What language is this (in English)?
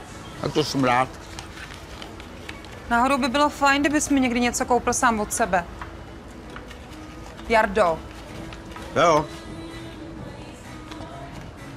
Czech